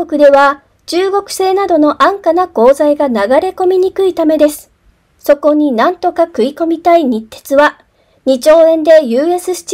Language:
Japanese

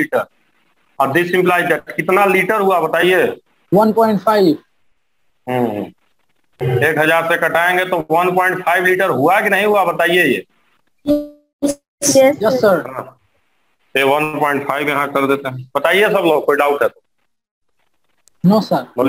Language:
Hindi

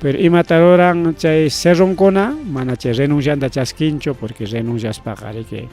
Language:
Ayacucho Quechua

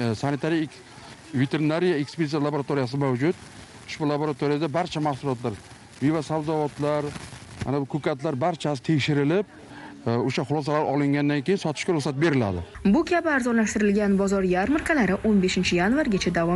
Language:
Uzbek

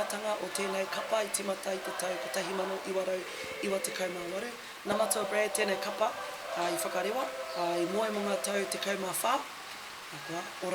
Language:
Māori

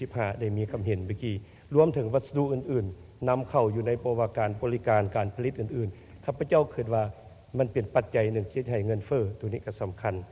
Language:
Lao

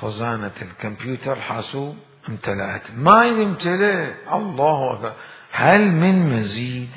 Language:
Mesopotamian Arabic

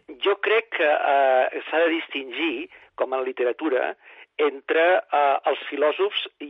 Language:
Catalan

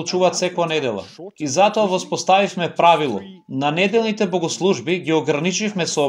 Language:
Macedonian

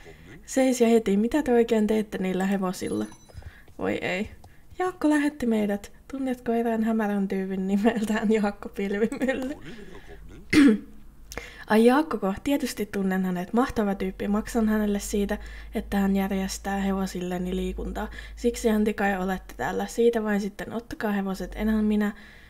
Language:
Finnish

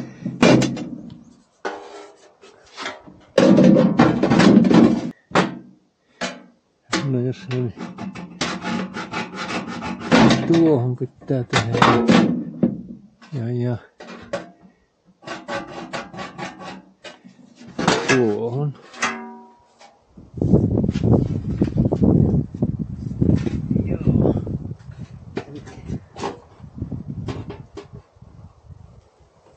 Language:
Finnish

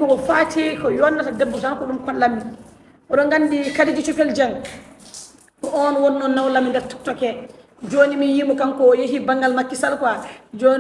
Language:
Fula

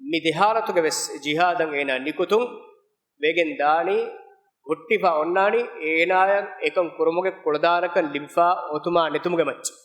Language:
Divehi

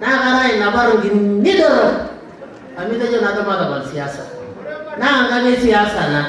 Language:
Masai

